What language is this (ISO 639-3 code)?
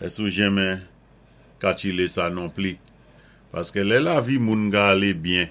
acf